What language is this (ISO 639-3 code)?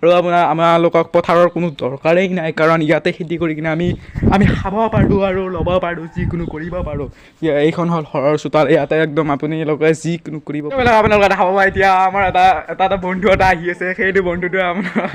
asm